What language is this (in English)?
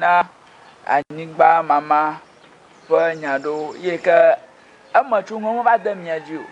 Ewe